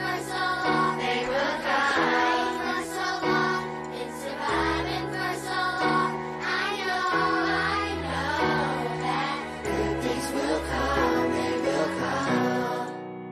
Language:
English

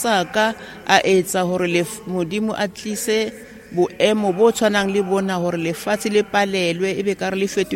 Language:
Southern Sotho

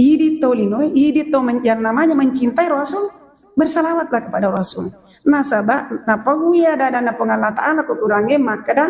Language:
Buginese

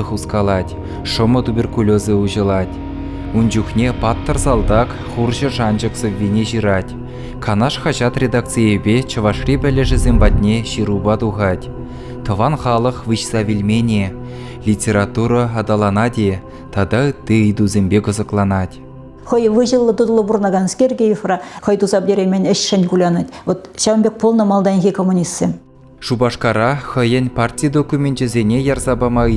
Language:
Chuvash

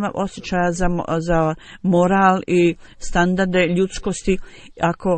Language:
Bosnian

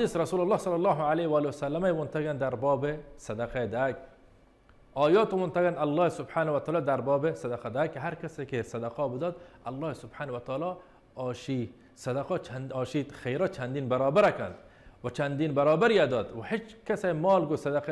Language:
Baluchi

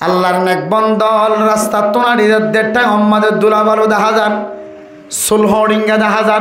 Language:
Rohingya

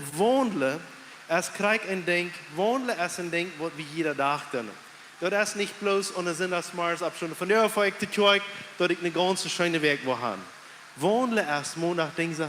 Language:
Plautdietsch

